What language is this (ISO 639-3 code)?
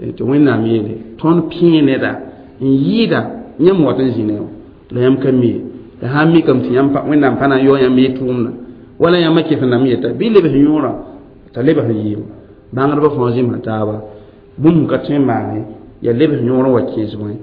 mos